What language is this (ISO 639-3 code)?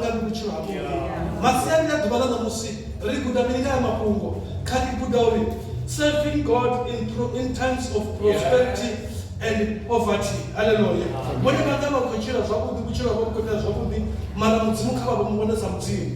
ven